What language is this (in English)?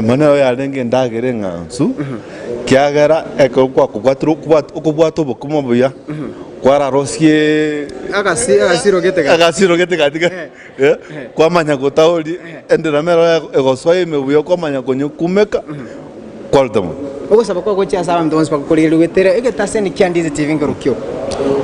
Gusii